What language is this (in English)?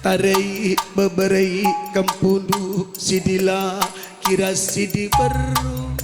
Batak Karo